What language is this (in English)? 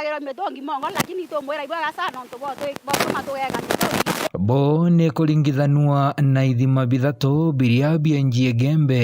Meru